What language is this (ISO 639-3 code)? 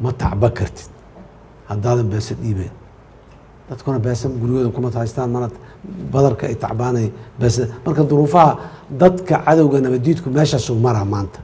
som